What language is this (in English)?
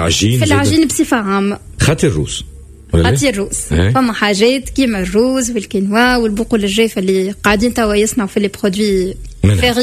Tunisian Arabic